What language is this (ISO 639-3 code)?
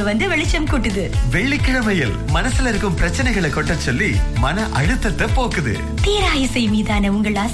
tam